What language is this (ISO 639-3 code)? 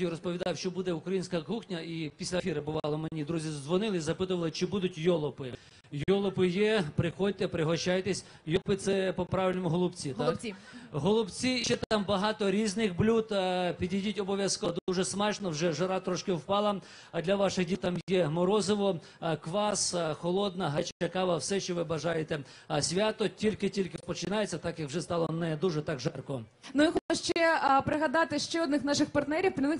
ukr